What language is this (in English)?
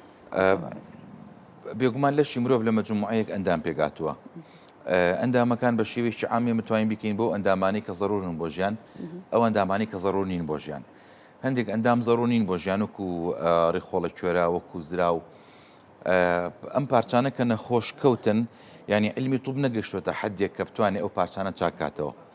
Central Kurdish